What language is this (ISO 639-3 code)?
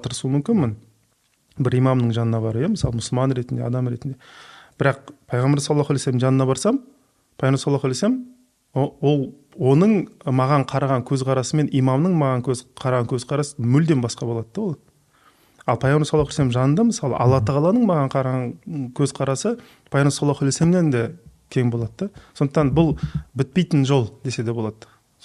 kaz